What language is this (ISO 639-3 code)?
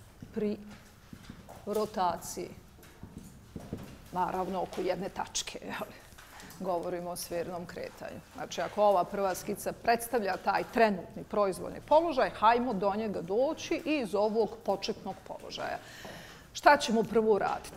bos